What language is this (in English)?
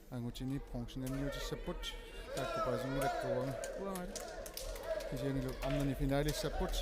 Kalaallisut